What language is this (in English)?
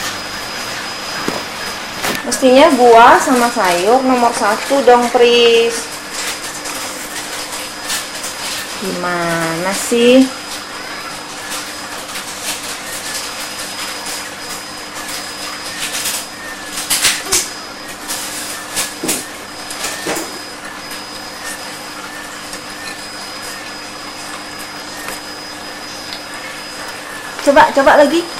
Indonesian